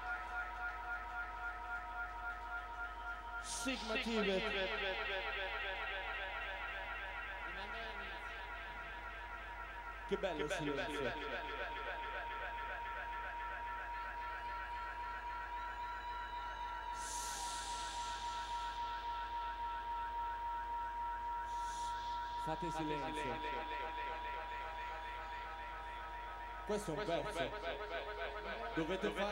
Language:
Italian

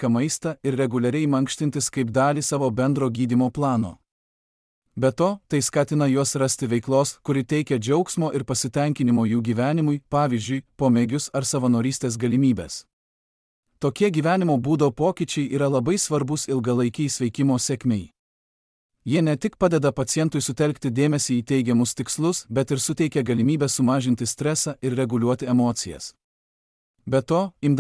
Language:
Lithuanian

